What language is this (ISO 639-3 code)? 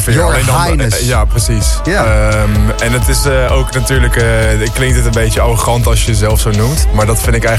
nld